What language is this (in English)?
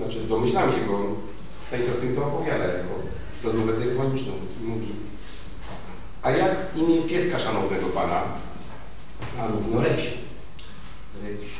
Polish